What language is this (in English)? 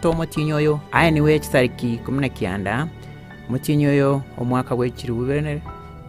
Gusii